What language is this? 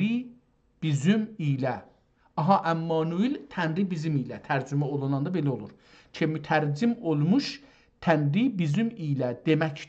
South Azerbaijani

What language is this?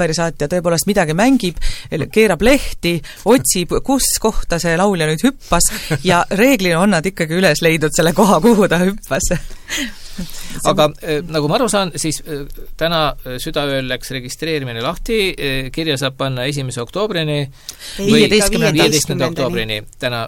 Estonian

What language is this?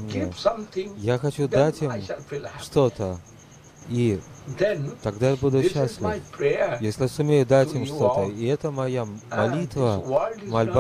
Russian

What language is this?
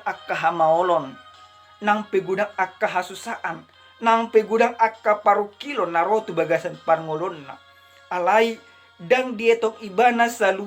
Batak Toba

